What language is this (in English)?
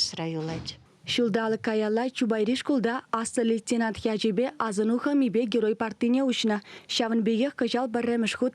Chuvash